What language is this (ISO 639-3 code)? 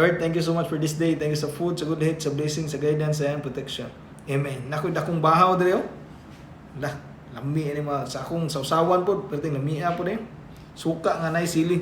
ceb